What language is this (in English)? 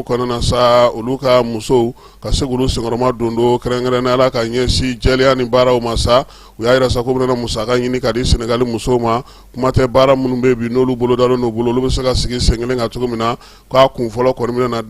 Bambara